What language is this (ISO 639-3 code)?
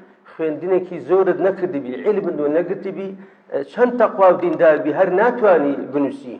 ckb